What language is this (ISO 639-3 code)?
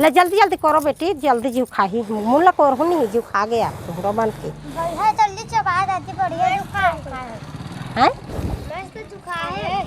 hne